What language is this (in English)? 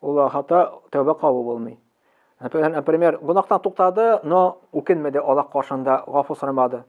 Tatar